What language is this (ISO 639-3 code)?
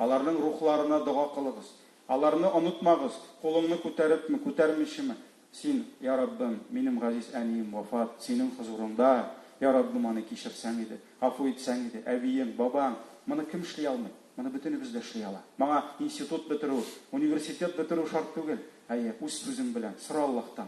tat